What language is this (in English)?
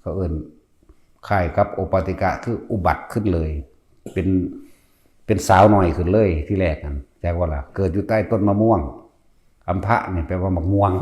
Northeastern Thai